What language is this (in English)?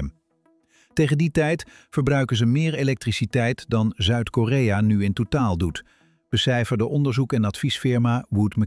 Dutch